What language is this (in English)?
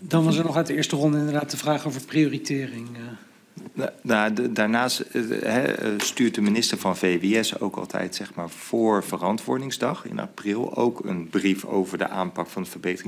Dutch